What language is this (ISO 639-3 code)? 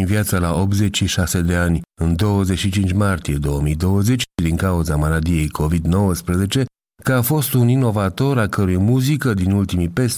ron